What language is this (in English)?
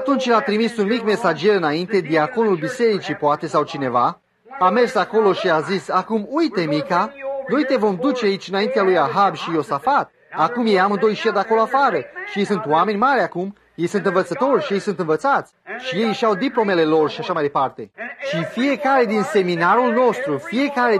Romanian